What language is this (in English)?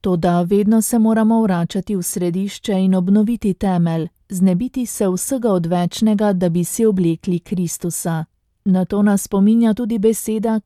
Slovenian